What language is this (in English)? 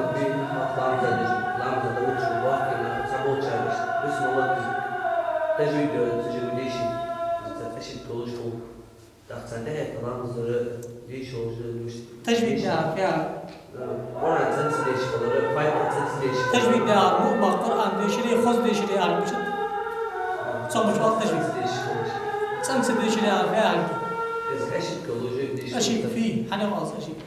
Ingush